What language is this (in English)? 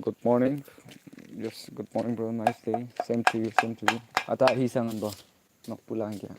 Naga Pidgin